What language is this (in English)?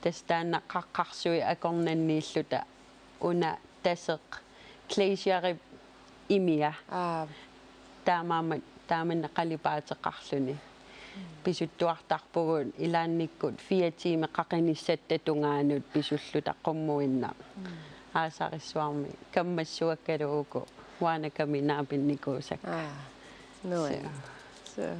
Kalaallisut